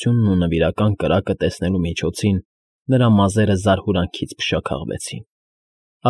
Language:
Armenian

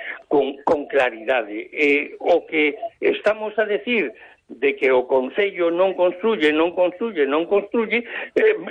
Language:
Galician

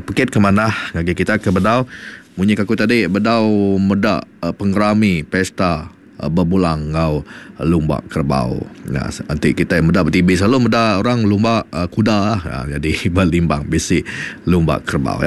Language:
Iban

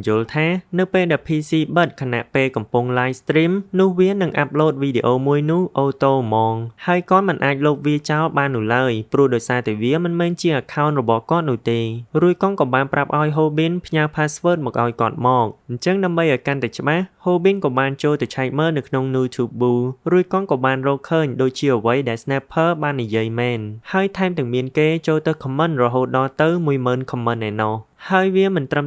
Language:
Khmer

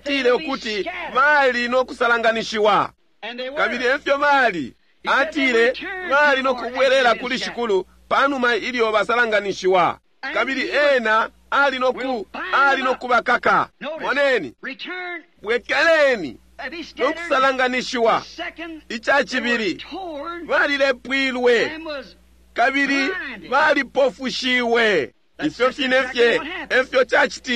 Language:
Bemba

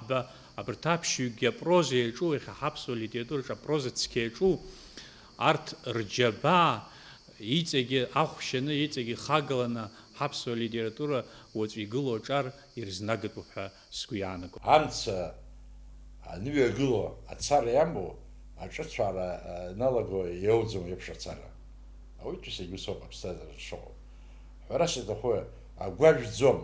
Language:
Abkhazian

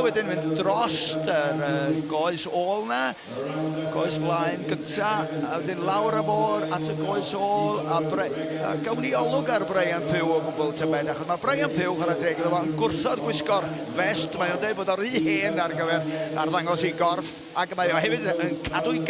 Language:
Welsh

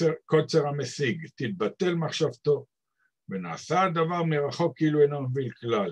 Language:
Hebrew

